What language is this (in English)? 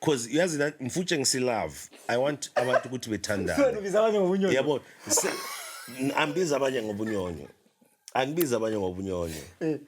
Zulu